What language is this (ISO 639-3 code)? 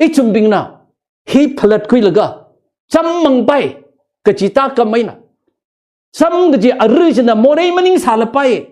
nmf